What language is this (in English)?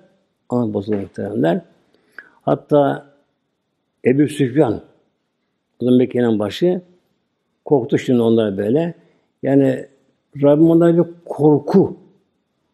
Turkish